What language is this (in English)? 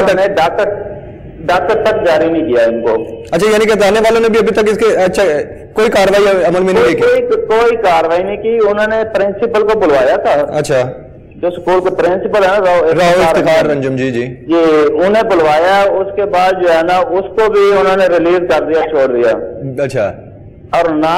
Urdu